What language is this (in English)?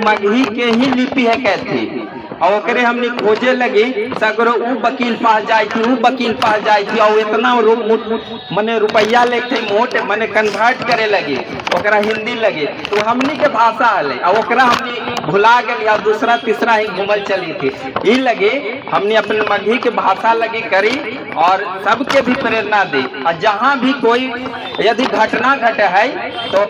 Magahi